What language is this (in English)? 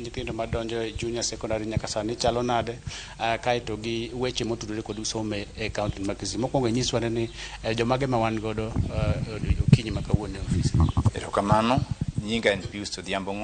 Luo (Kenya and Tanzania)